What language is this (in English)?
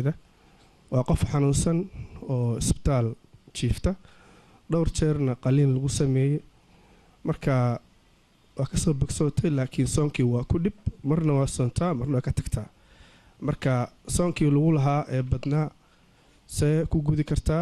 Somali